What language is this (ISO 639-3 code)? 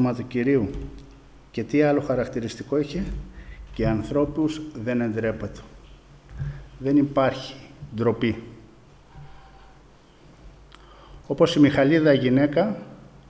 ell